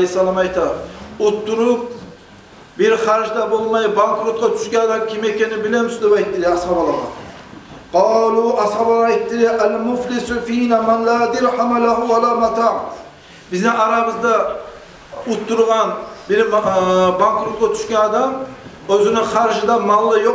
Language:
Kumyk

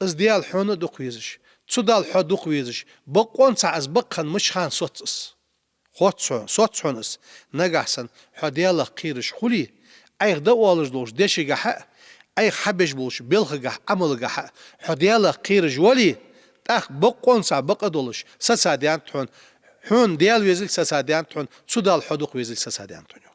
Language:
Ingush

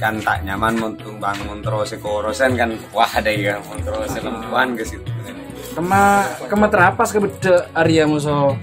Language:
Madurese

